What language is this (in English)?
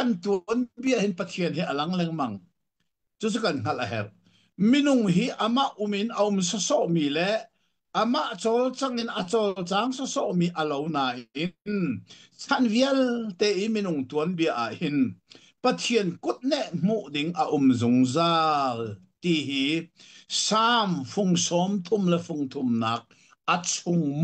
Hakha Chin